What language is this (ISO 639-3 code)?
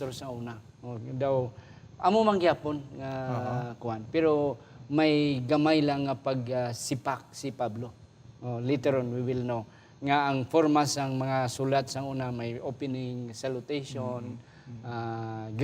hil